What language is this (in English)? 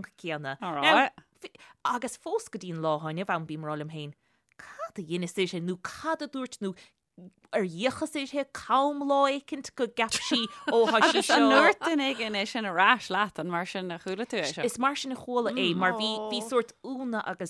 Irish